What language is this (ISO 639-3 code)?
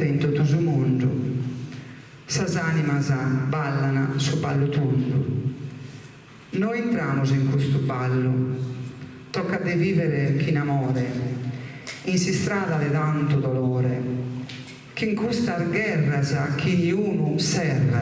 srd